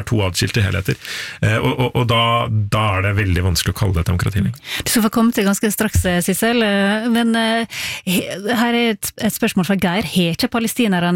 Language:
Norwegian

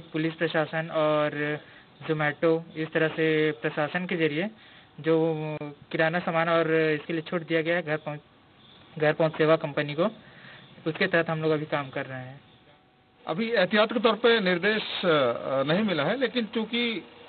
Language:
Hindi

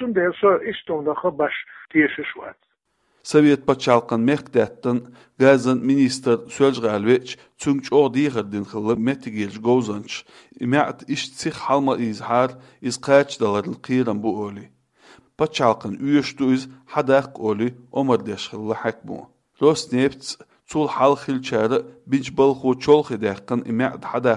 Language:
Chechen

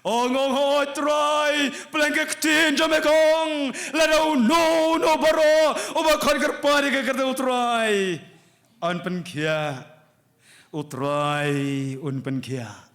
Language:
Khasi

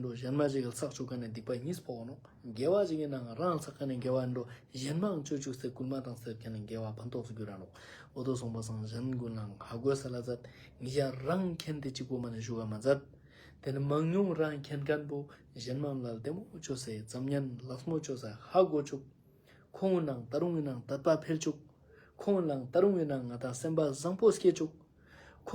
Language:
Ladakhi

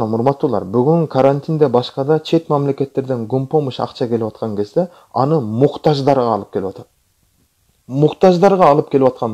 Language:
Kyrgyz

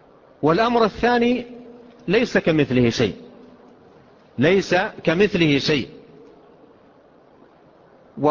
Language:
Arabic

